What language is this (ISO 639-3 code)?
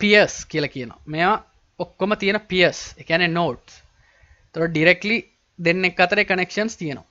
sin